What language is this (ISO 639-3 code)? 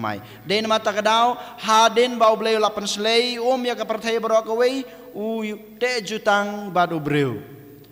kha